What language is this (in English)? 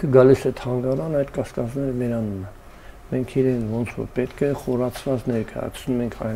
Armenian